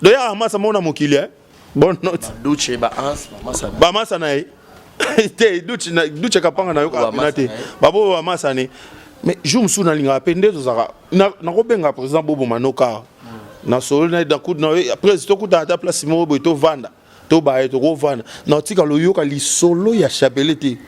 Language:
Lingala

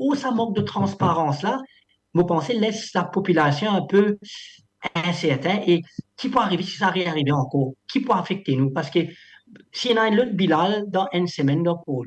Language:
Morisyen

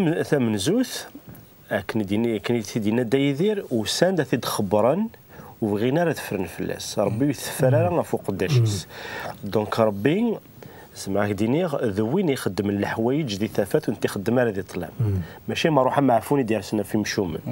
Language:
Kabyle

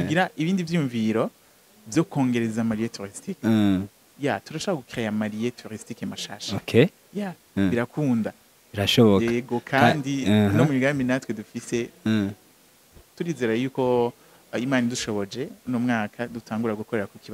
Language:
Rundi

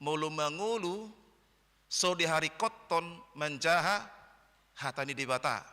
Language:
Batak Toba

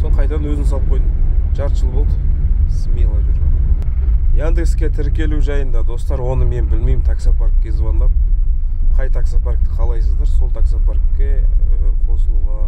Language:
Kazakh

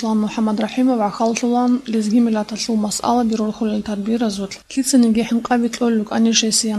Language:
Avaric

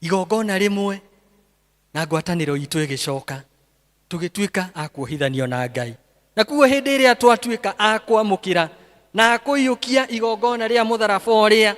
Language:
Kikuyu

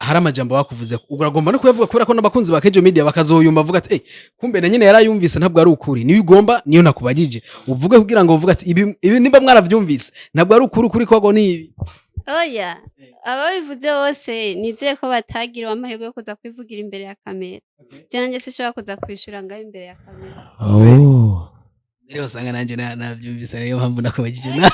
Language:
Rundi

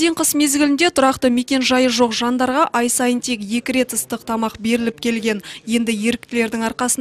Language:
Kazakh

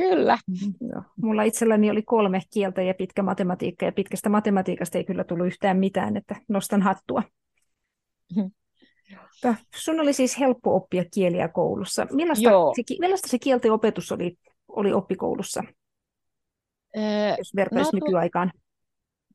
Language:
Finnish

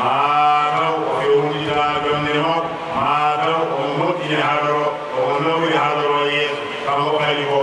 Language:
Fula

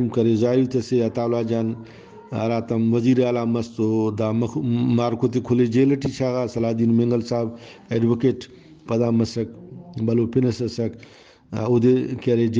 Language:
Brahui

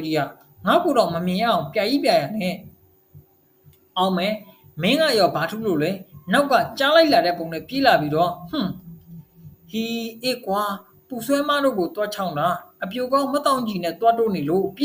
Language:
Burmese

